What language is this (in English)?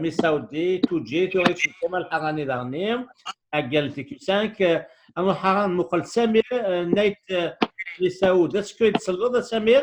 Kabyle